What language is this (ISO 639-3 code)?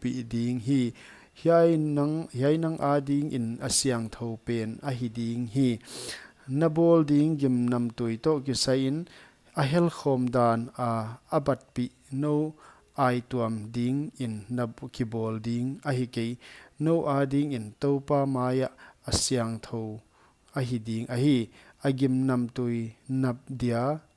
pck